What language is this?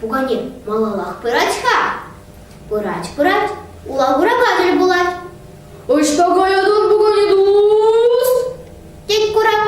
Chuvash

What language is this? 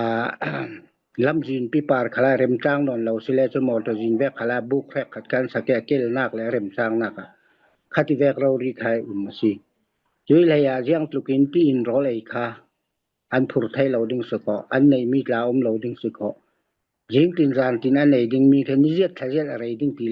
Falam Chin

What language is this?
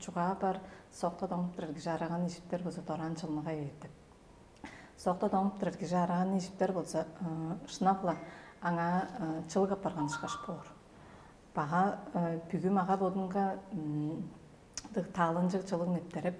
Tuvinian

